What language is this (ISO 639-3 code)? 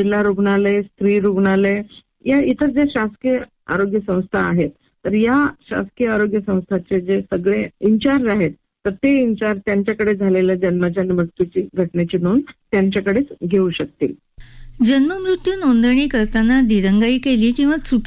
mar